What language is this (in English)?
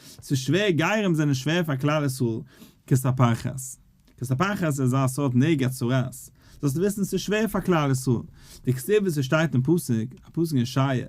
Yiddish